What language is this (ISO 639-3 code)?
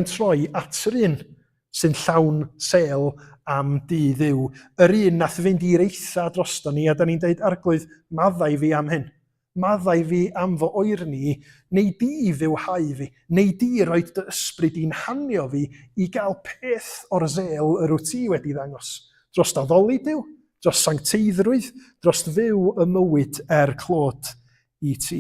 cym